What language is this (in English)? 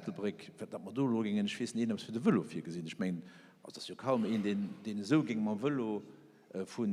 Luxembourgish